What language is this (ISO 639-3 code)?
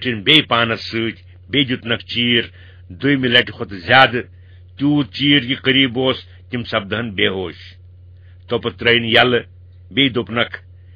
kas